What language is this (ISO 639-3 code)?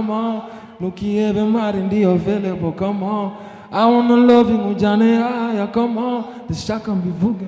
kin